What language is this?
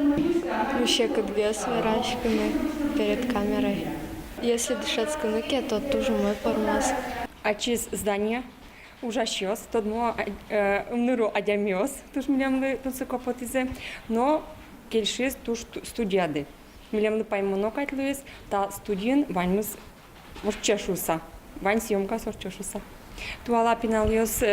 Udmurt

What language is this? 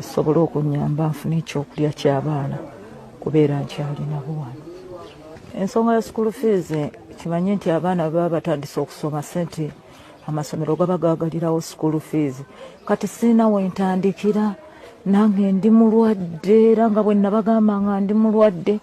Ganda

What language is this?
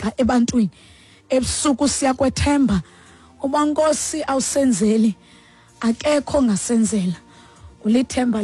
Xhosa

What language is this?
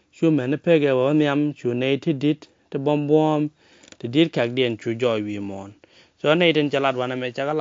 Nuer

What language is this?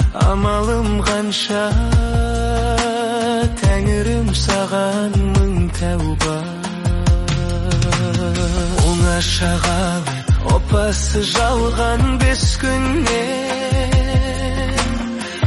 Kazakh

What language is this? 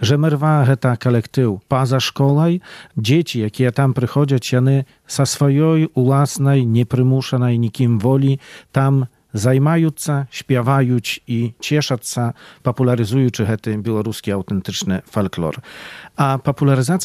Belarusian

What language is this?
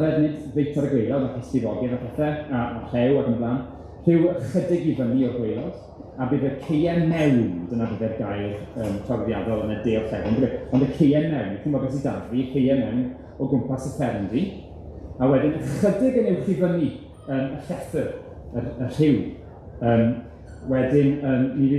Welsh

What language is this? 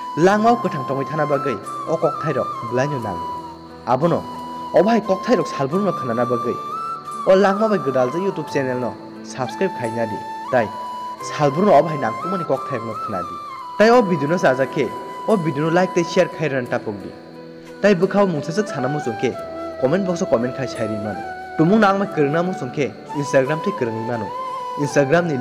Kok Borok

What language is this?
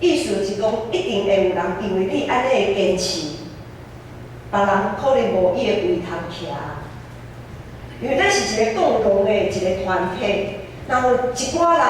Min Nan Chinese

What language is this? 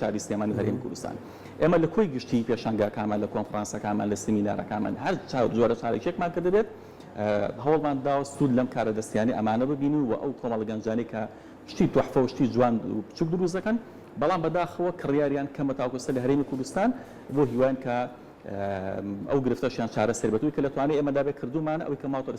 Central Kurdish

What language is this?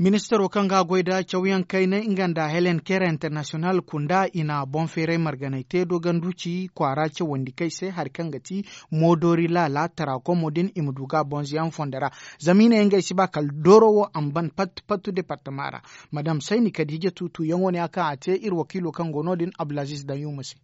Zarma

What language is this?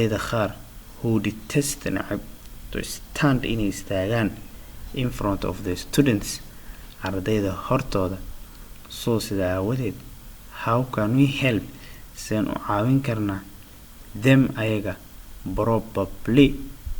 Somali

